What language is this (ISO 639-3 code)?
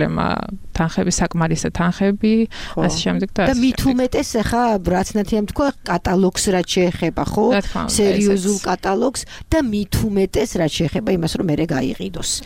kat